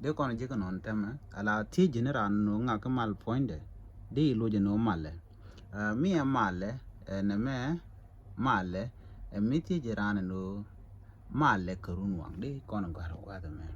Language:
Nuer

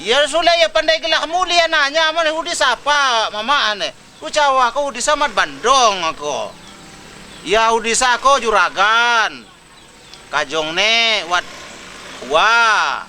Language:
Lampung Api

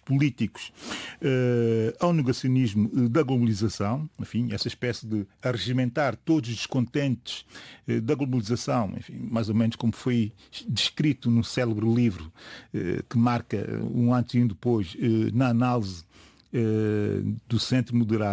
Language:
Portuguese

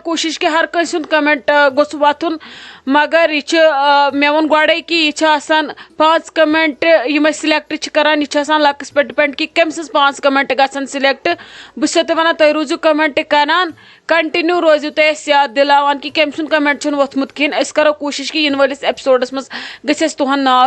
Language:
Kashmiri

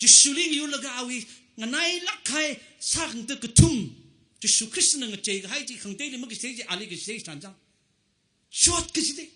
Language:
Tangkhul Naga (India)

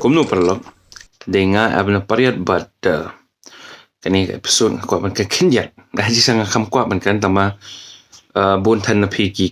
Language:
Khasi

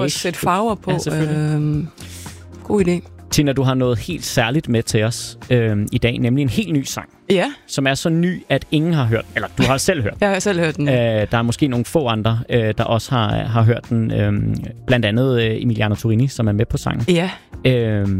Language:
Danish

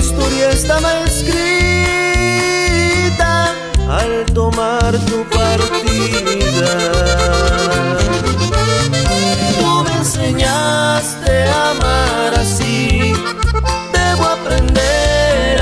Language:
Spanish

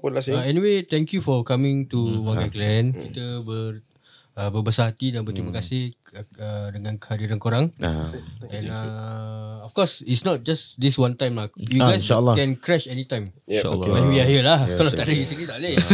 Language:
Malay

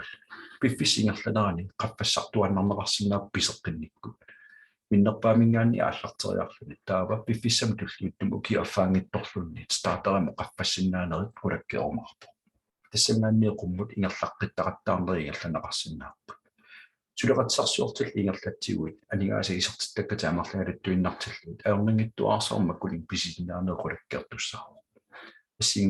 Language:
Kalaallisut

